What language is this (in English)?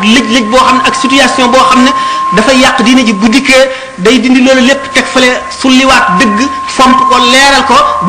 Wolof